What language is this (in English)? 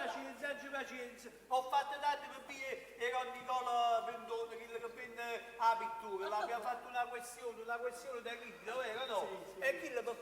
Neapolitan